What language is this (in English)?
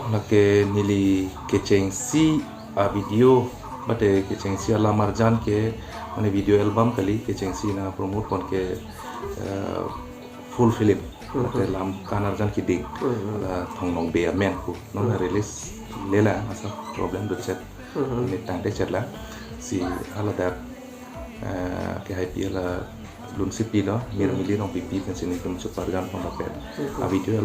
Karbi